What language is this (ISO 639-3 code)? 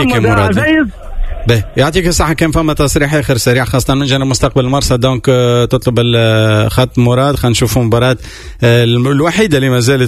aeb